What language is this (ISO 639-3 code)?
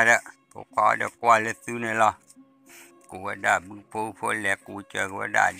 ksw